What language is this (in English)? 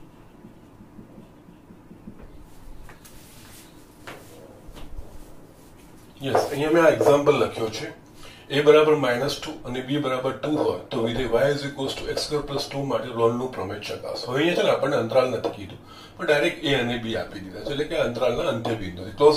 Gujarati